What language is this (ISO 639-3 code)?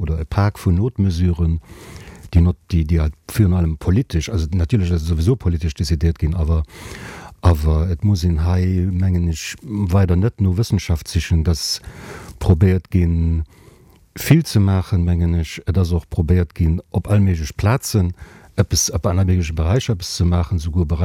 ltz